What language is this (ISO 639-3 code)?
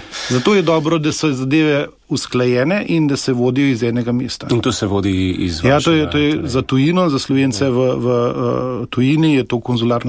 slv